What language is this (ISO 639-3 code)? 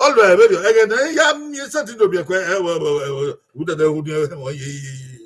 bin